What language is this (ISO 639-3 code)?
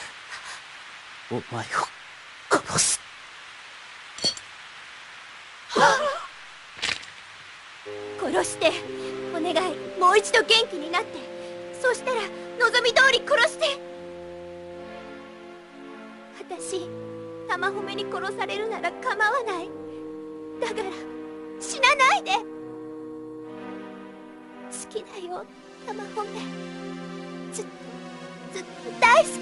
jpn